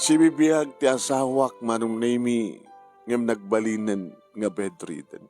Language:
Iloko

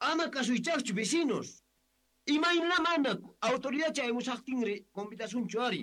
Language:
South Bolivian Quechua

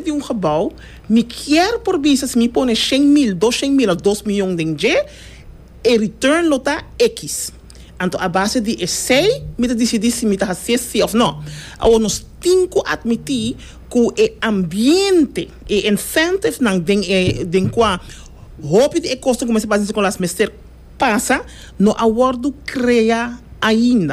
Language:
Papiamento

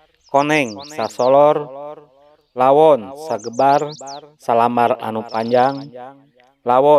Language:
Sundanese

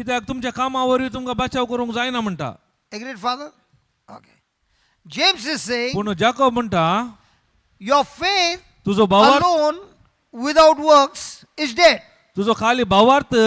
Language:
Konkani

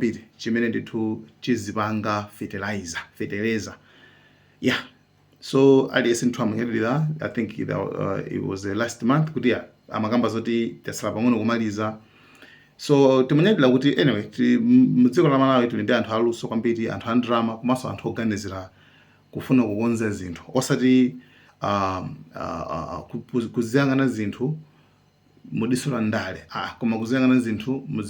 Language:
Nyanja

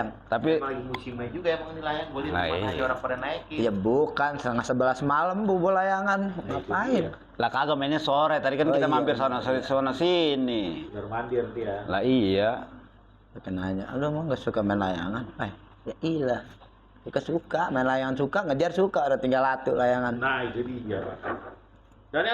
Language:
Betawi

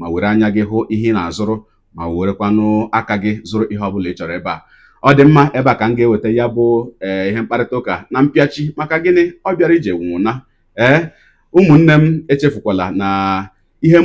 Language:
Igbo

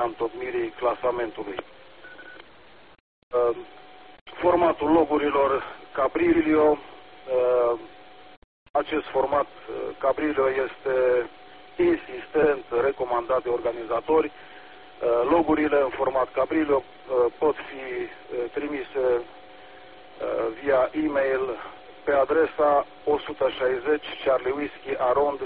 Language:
Romanian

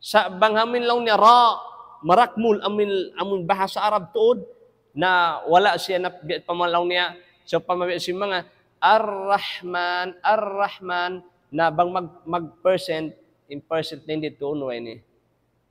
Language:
Tausug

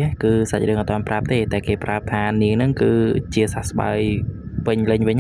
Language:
Khmer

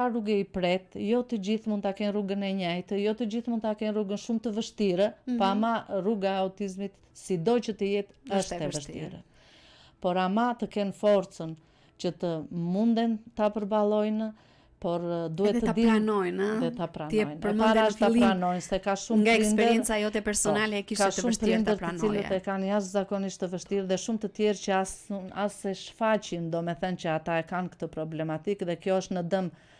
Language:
Albanian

